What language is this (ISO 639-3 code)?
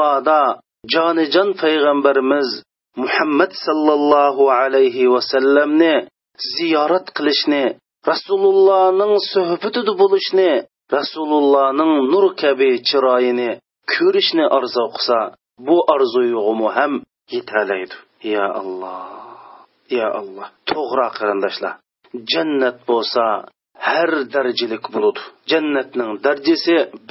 uig